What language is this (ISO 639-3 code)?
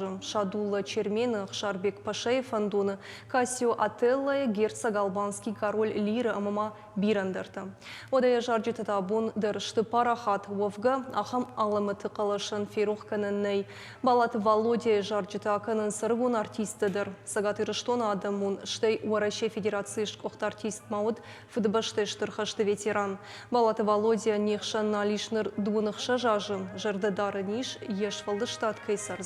oss